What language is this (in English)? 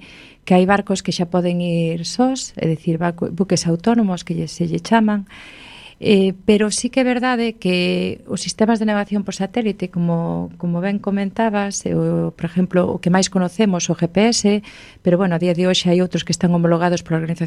Galician